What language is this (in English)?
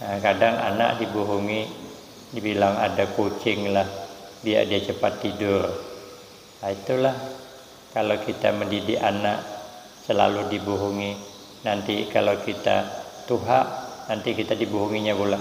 Banjar